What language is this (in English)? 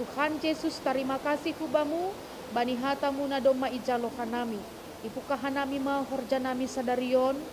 Batak Simalungun